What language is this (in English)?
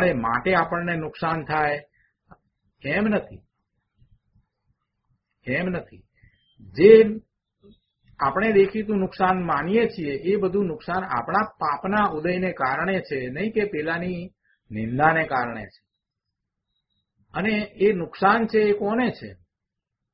Gujarati